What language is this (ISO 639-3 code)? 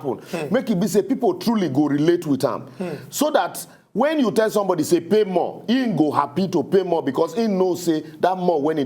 pcm